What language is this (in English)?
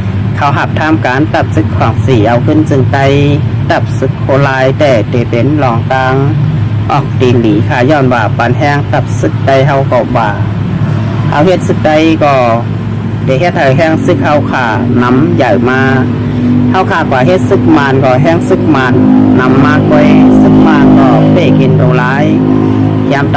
Shan